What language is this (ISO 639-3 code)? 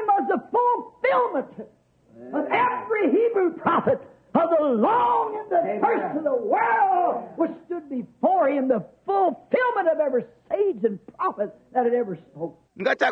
bem